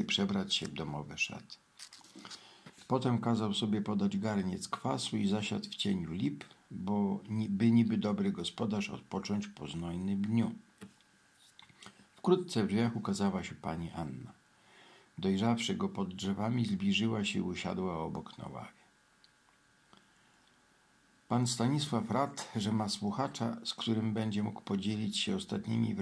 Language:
Polish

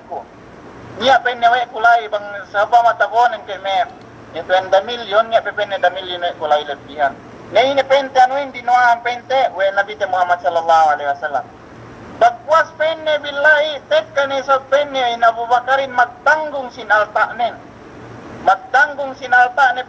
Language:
Yakan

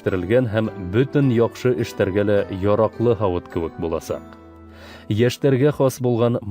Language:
Bashkir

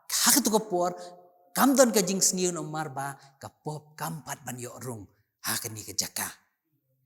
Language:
Khasi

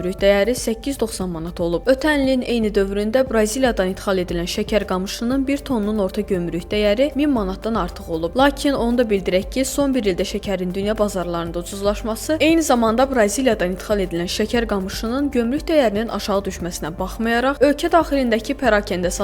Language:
Azerbaijani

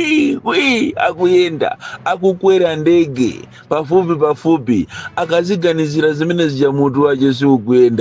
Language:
Nyanja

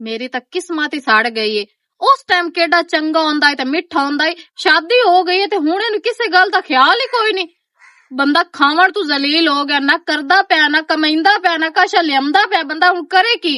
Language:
Western Panjabi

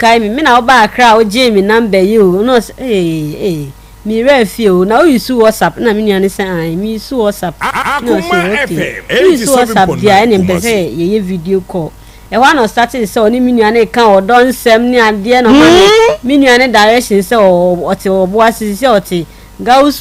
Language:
Akan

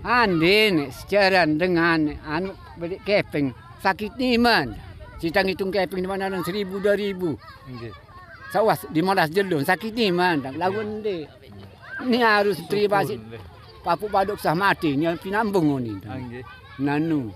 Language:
Sasak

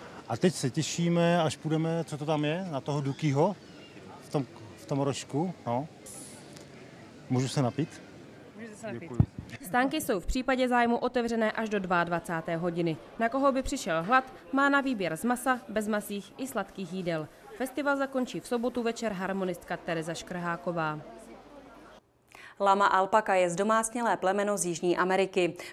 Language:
Czech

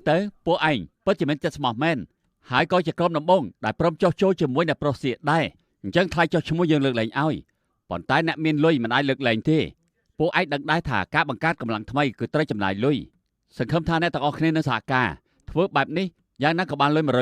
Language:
Khmer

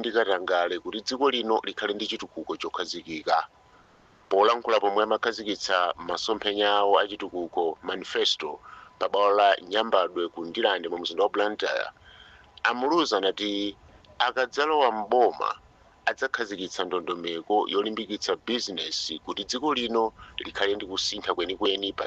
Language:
Nyanja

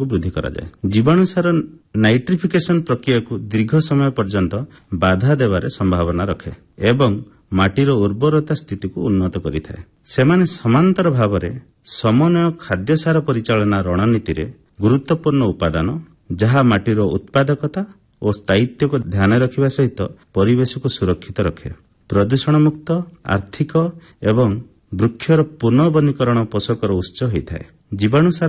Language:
Odia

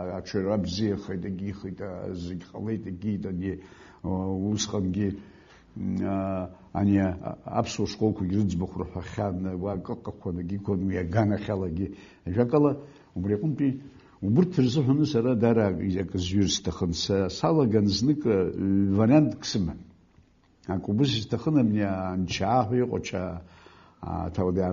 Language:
Abkhazian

